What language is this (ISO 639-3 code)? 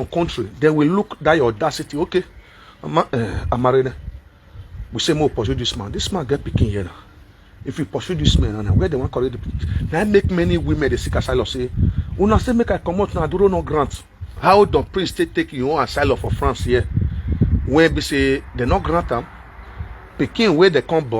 pcm